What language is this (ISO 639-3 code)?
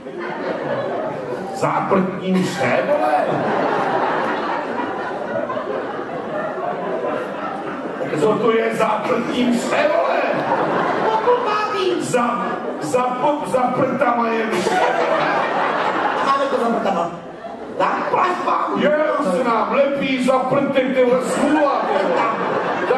ces